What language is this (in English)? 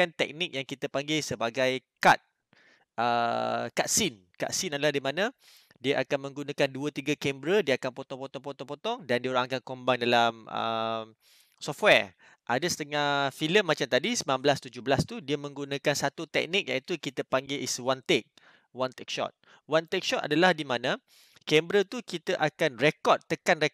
Malay